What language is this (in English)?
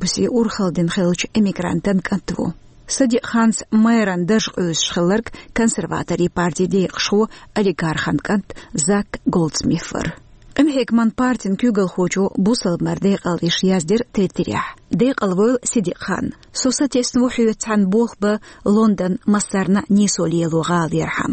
Chechen